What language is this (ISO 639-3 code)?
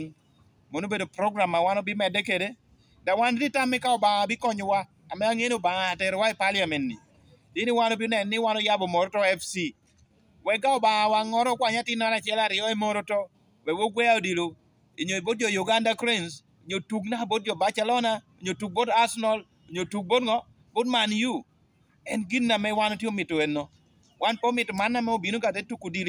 laj